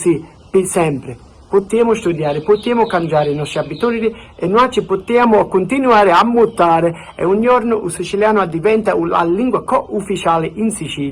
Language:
Sicilian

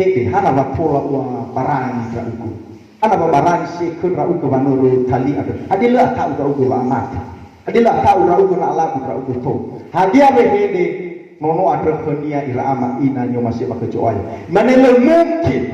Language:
Nias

